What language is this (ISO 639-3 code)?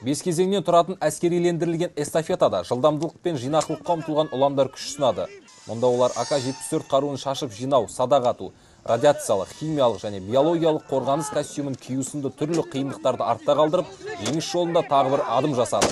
kaz